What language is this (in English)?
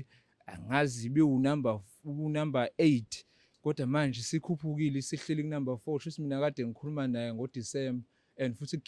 Zulu